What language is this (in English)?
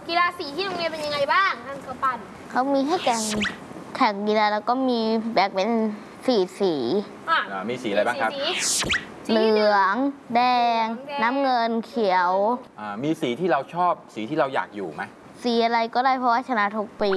Thai